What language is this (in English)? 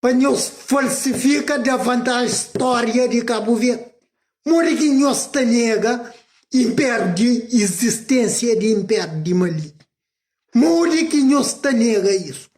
Kabuverdianu